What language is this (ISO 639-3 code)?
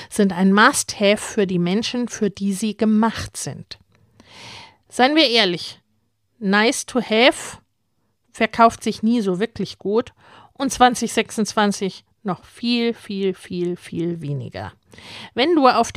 deu